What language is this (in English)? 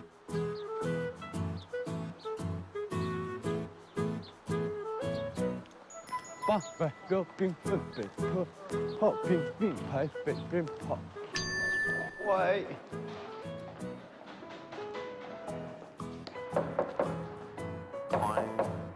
Chinese